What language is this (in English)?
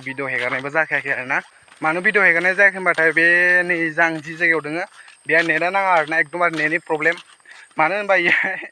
Bodo